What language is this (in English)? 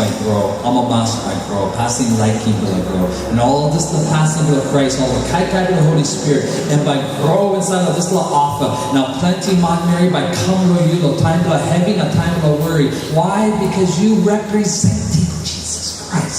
Tok Pisin